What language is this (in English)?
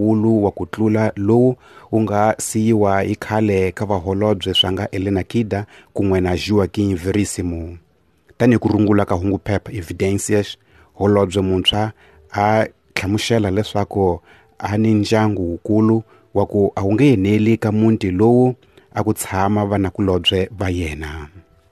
Tsonga